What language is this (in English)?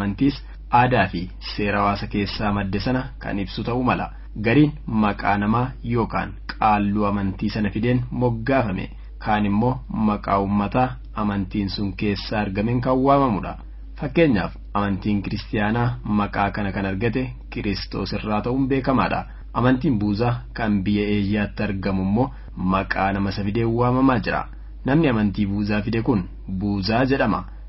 Oromo